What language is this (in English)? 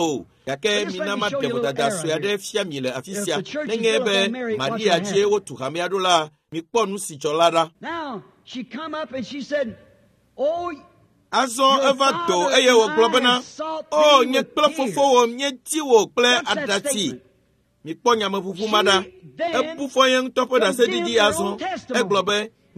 Ewe